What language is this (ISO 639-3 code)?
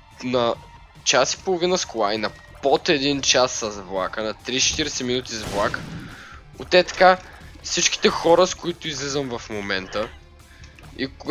bul